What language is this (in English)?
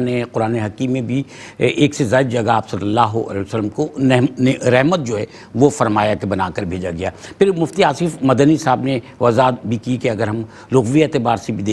Urdu